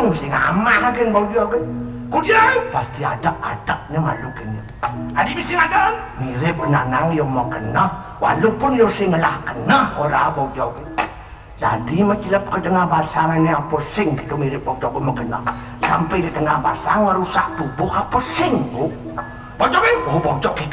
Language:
Balinese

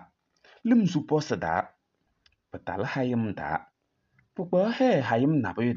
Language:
Kabiyè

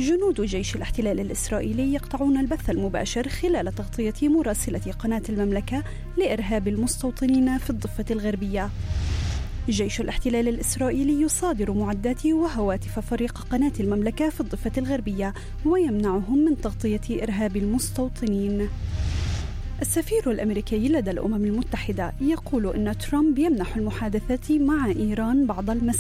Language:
Arabic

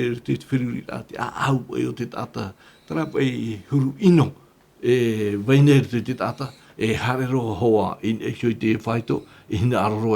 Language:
Tahitian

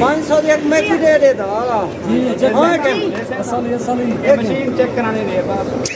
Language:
Saraiki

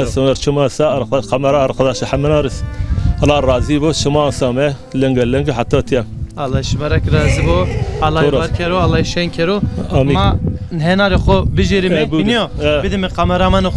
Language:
Zaza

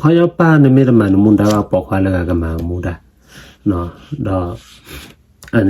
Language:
S'gaw Karen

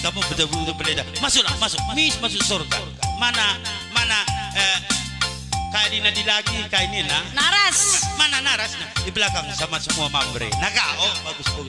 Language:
Batak Karo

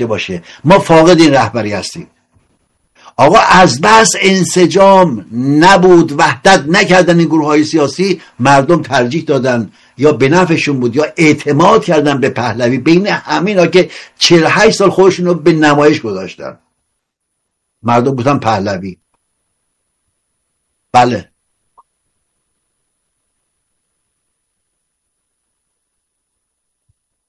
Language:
Persian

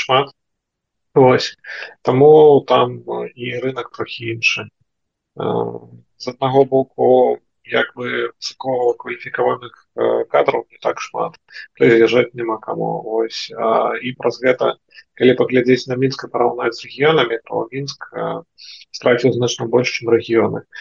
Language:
Belarusian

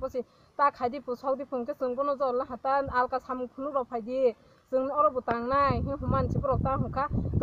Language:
Kok Borok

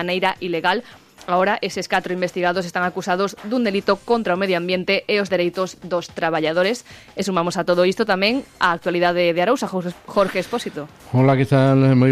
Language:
Galician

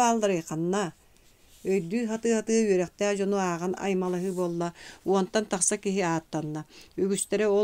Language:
Yakut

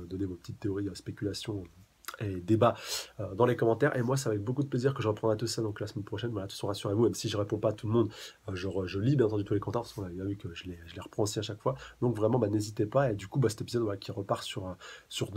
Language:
French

